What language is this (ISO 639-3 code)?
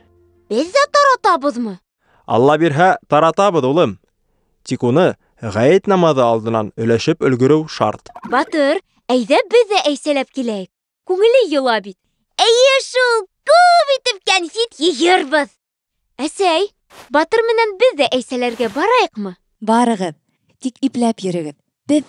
bak